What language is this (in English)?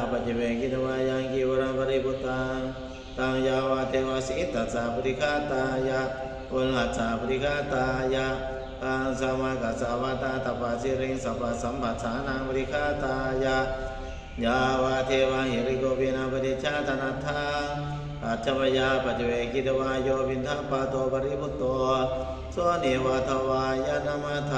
Pali